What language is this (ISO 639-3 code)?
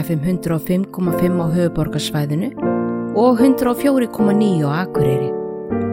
isl